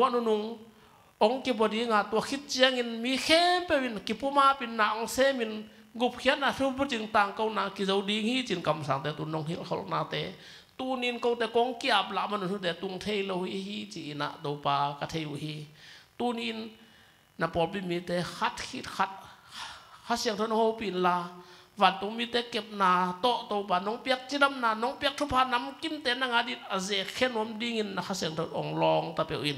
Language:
Tedim Chin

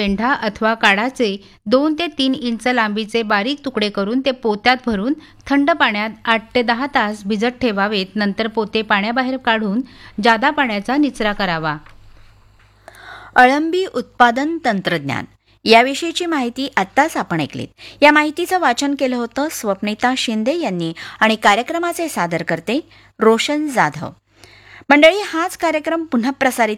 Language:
Marathi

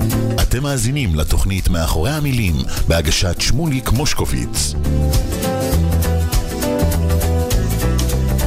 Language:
Hebrew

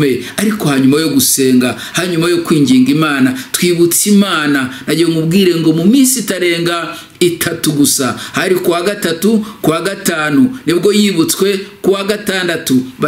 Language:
Kinyarwanda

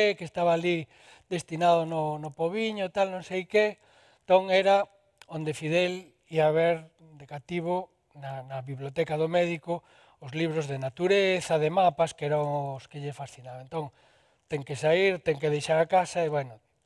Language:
Galician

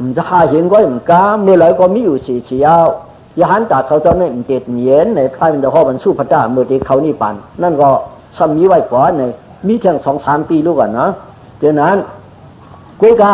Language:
Shan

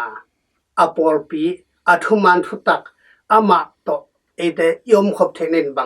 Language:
Tedim Chin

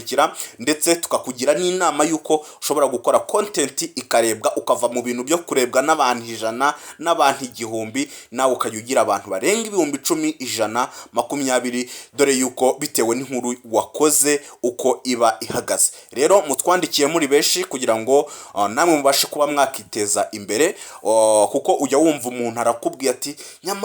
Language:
Kinyarwanda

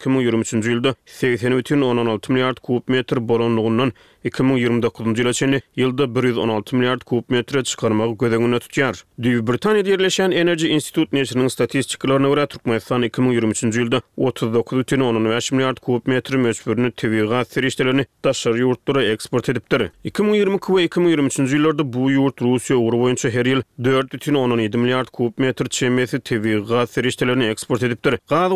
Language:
Turkmen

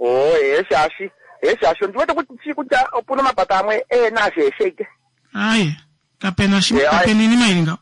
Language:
Kuanyama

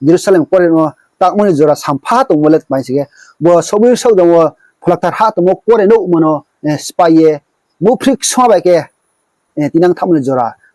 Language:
Riang (India)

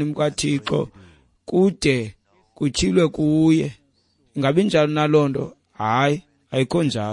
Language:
Xhosa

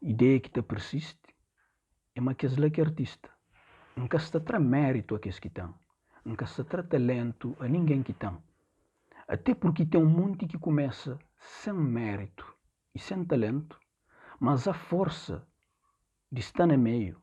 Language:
Kabuverdianu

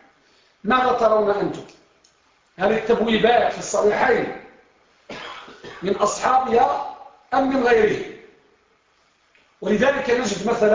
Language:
Arabic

